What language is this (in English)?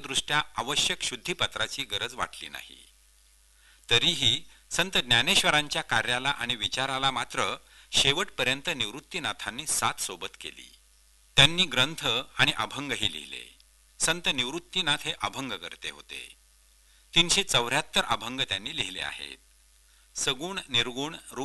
Marathi